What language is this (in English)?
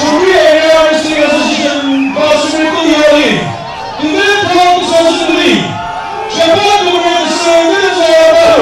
Chokri Naga